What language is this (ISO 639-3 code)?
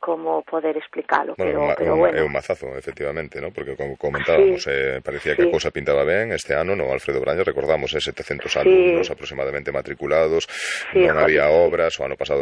glg